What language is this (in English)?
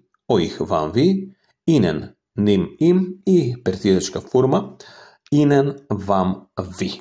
Macedonian